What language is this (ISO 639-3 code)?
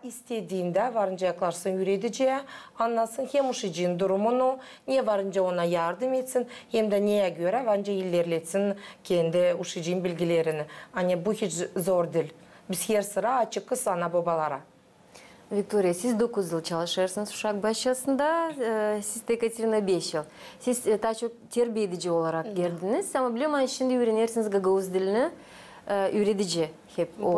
gag